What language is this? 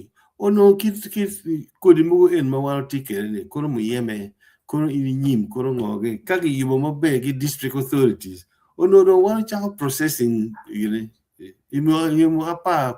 Acoli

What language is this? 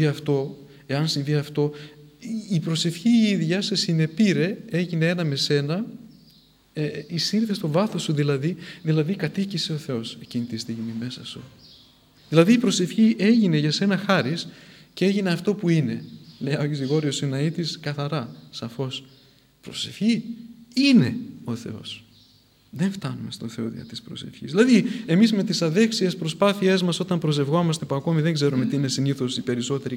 Greek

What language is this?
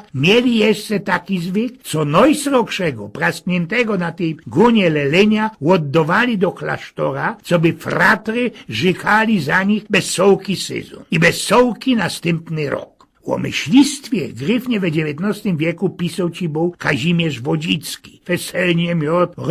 Silesian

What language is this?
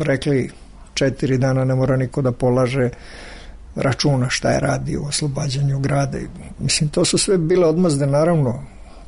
Serbian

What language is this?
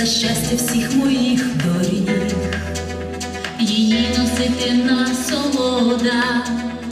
Ukrainian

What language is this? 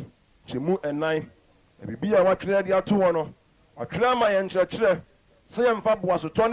Akan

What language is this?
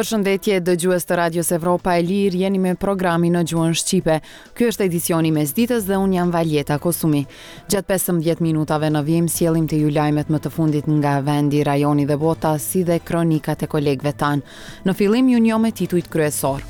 Albanian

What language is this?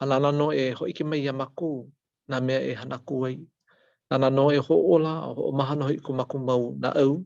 Hawaiian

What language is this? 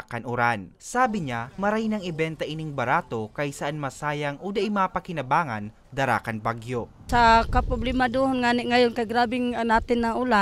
Bikol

